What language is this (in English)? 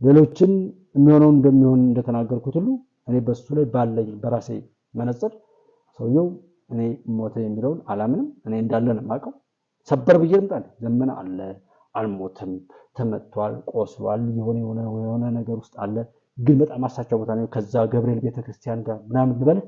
Amharic